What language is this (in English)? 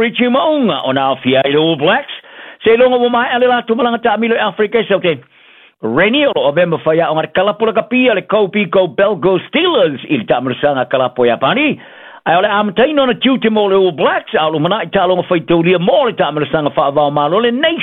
Samoan